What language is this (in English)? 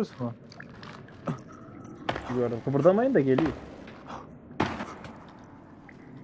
Turkish